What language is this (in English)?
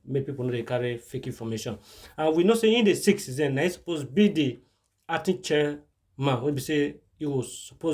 Nigerian Pidgin